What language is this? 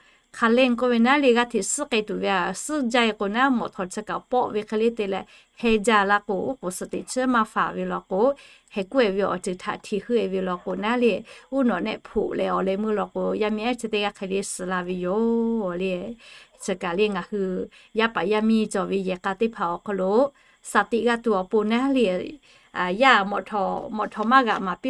Lahu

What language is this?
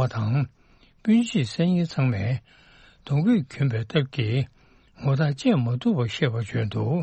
Tibetan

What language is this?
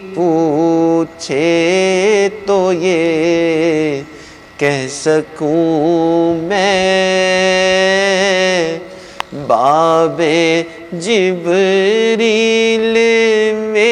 Urdu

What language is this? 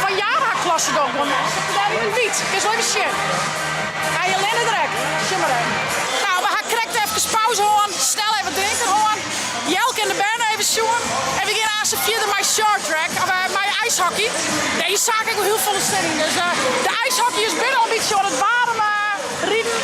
Western Frisian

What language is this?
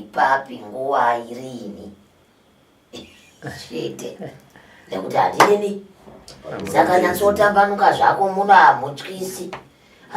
Shona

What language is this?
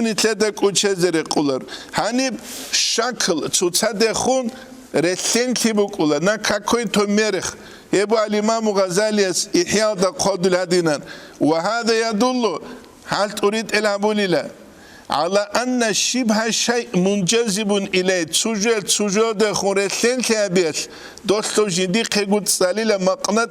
Avaric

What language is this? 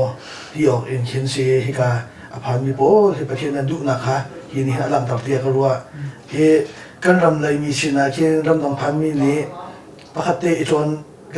Hakha Chin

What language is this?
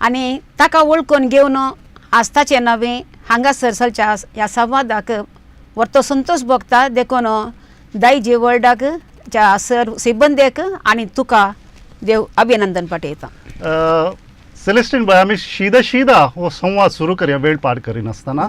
Konkani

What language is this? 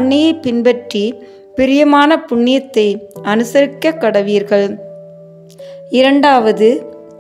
Tamil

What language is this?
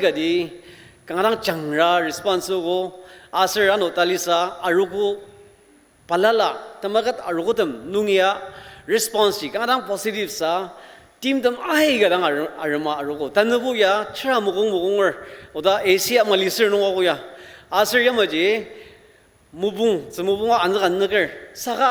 Ao Naga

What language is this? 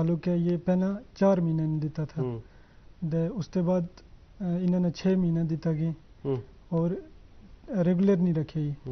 Gujari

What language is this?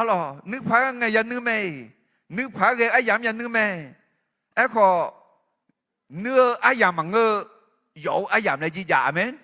Akha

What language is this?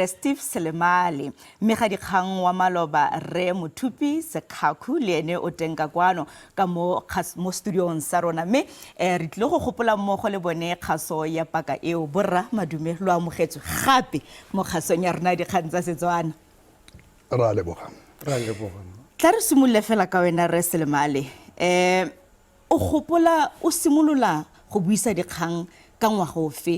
Tswana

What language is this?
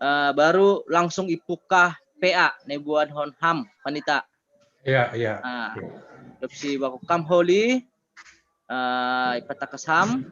Batak Simalungun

